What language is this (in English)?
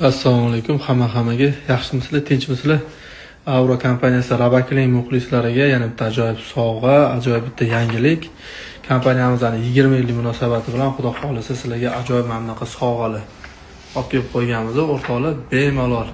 Uzbek